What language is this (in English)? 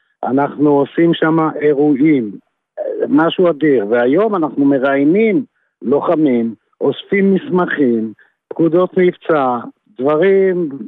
Hebrew